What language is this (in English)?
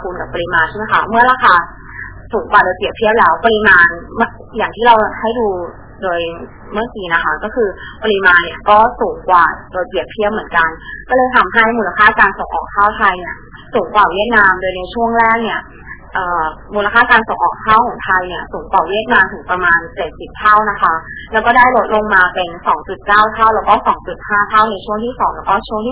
Thai